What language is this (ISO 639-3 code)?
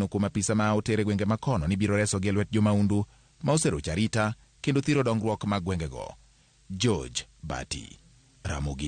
luo